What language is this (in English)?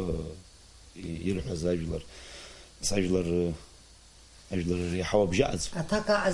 Abkhazian